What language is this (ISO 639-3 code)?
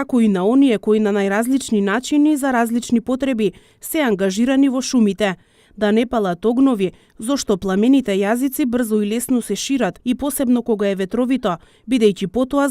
mkd